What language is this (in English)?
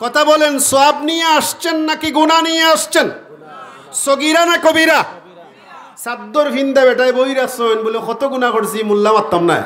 Sylheti